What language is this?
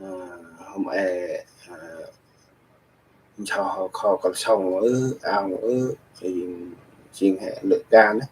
Central Mnong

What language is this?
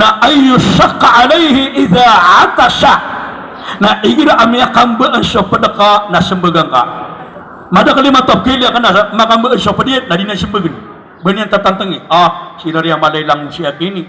Maranao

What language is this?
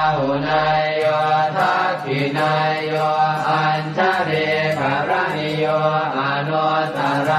Pali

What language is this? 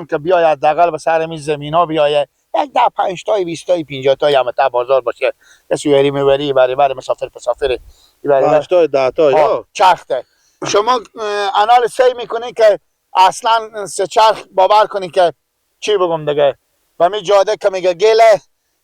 Persian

